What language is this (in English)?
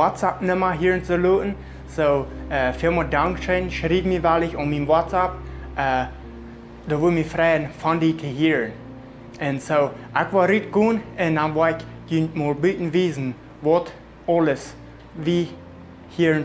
Plautdietsch